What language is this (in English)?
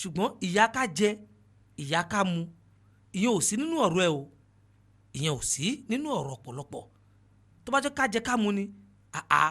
Yoruba